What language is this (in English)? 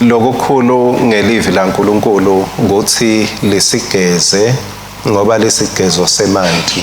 Swati